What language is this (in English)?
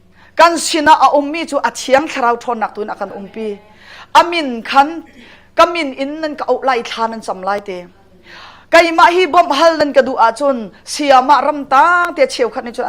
Hakha Chin